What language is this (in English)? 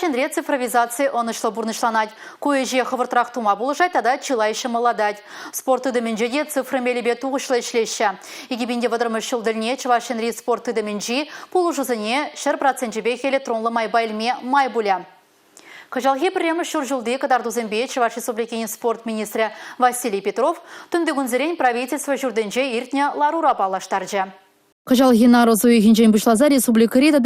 Chuvash